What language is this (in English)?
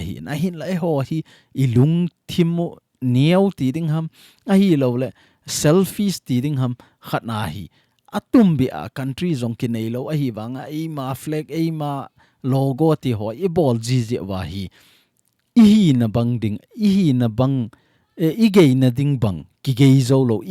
Thado Chin